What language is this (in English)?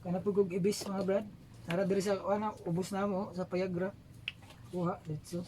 Cebuano